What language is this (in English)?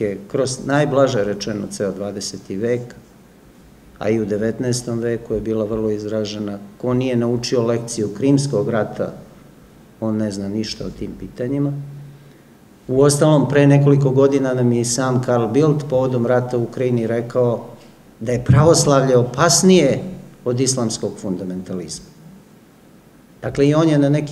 Serbian